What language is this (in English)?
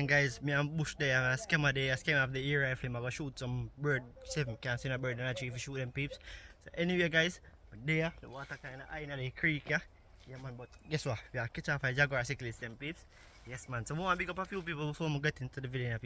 Jamaican Creole English